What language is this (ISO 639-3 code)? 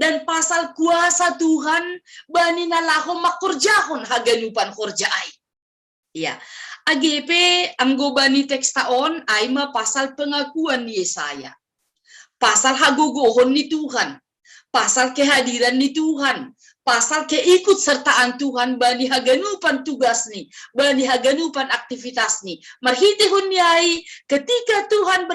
bts